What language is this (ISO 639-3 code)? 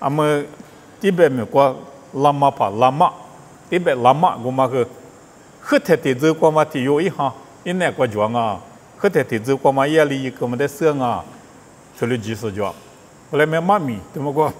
lis